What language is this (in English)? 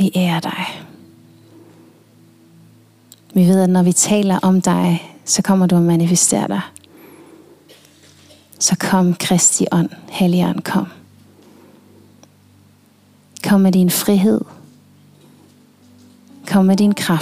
Danish